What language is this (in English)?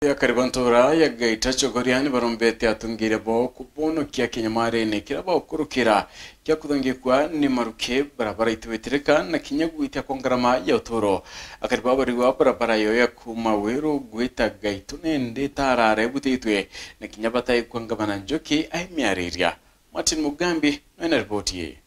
Meru